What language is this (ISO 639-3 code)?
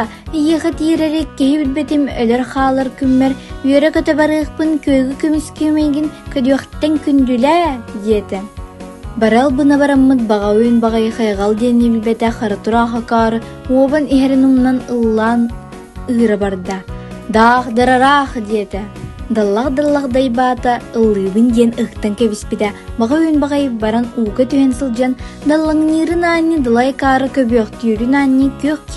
sah